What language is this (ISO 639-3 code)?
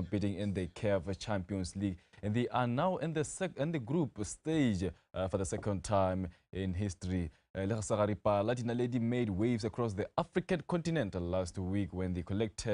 tsn